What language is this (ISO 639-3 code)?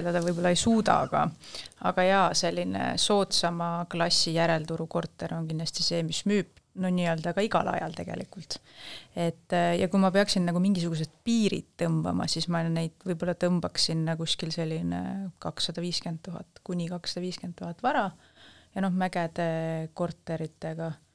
est